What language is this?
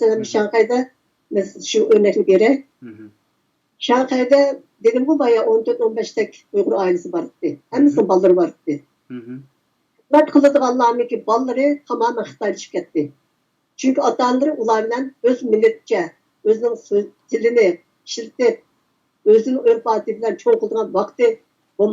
Uyghur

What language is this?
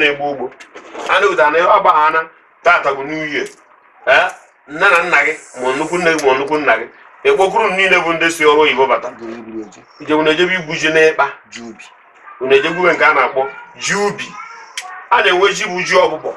Igbo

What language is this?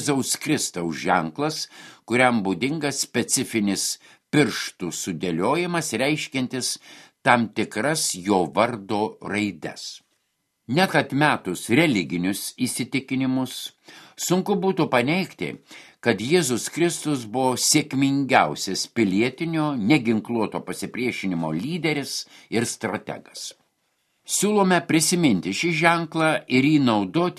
Lithuanian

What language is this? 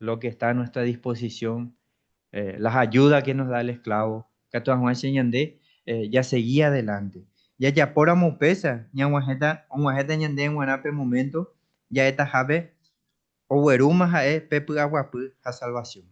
Guarani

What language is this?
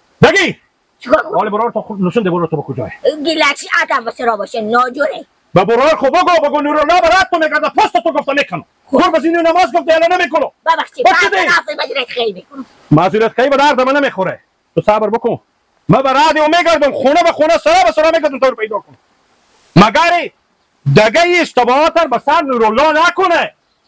Hazaragi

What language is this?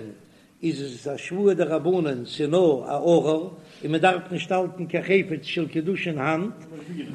Yiddish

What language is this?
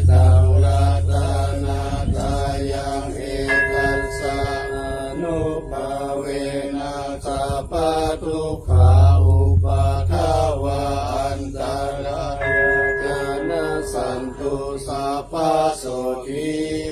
Pali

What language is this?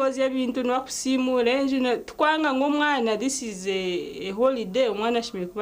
Nyankole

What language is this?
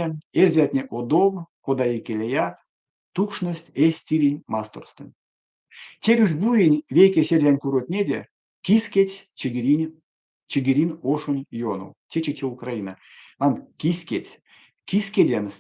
Erzya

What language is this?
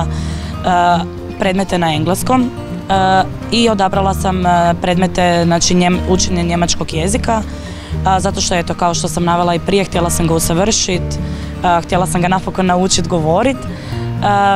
Croatian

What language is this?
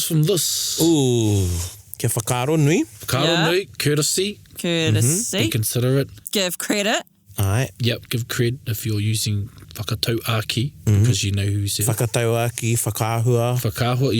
Māori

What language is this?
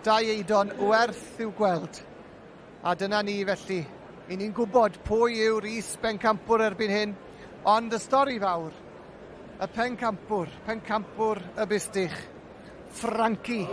Welsh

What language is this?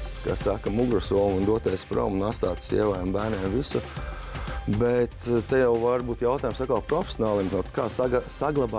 Latvian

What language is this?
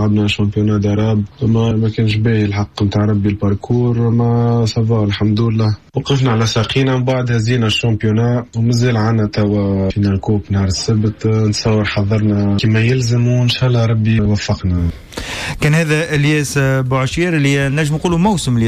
Tunisian Arabic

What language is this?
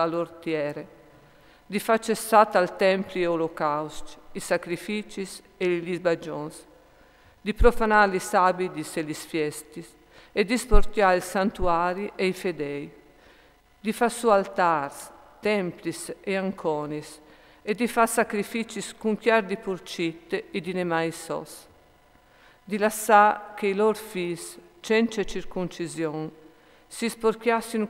Friulian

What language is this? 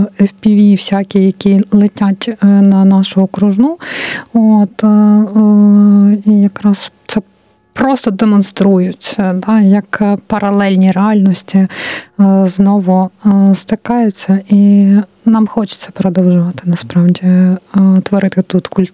Ukrainian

